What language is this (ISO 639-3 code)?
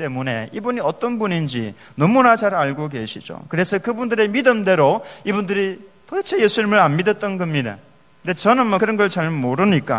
kor